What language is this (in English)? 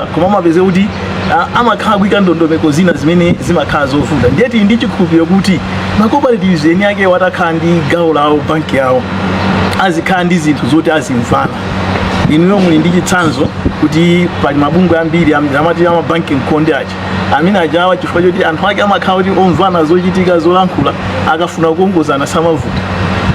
Nyanja